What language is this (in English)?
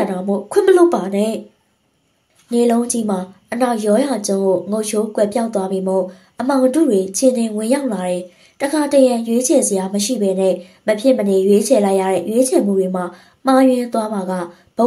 Burmese